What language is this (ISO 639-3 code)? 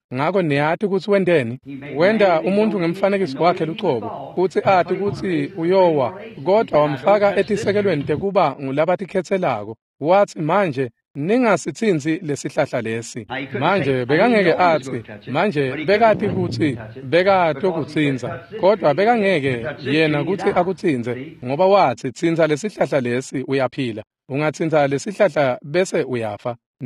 ssw